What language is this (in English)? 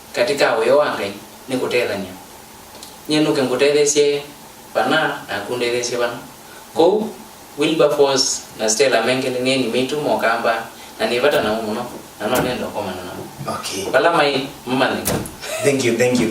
Kamba